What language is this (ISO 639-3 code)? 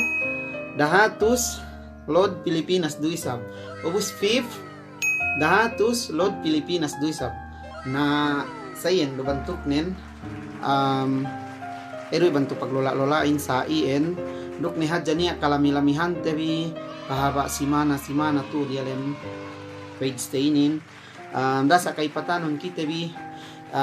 yka